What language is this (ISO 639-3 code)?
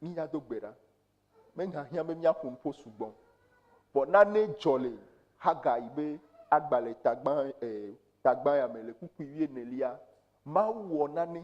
ewe